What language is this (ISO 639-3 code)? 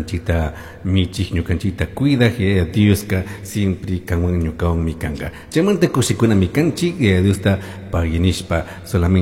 qug